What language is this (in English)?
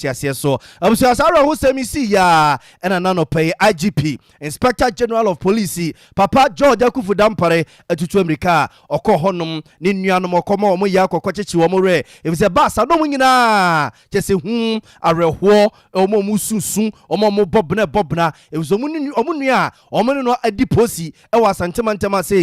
Akan